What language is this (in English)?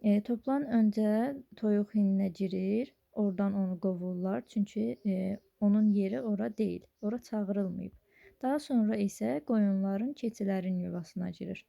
Azerbaijani